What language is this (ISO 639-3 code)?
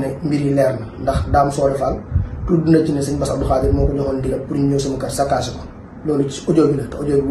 wol